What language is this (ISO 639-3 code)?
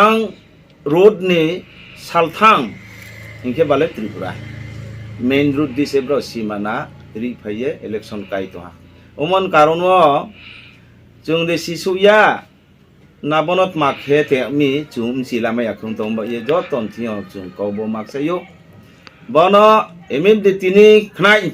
ria